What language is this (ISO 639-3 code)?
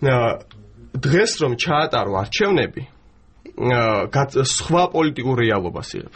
kat